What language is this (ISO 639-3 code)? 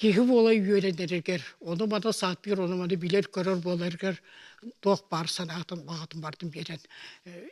sah